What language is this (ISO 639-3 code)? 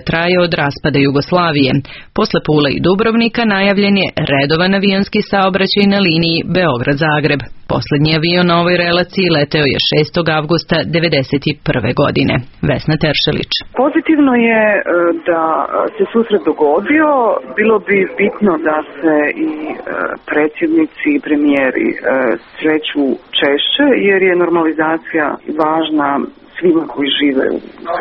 srp